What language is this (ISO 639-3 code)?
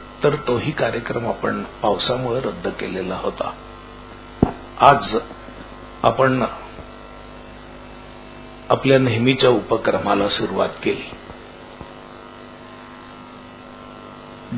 mar